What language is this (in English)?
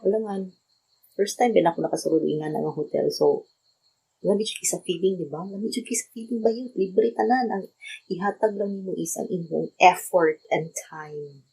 Cebuano